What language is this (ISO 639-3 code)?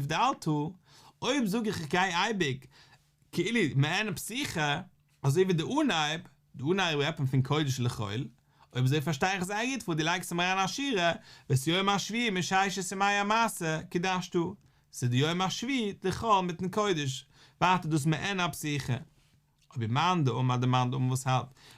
yid